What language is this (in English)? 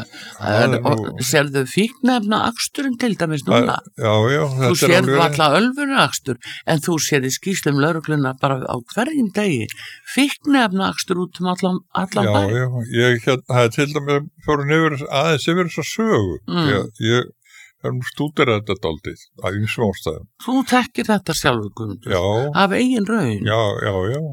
Icelandic